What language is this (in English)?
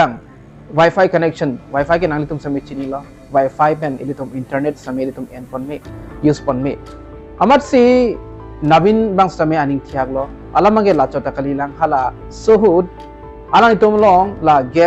Karbi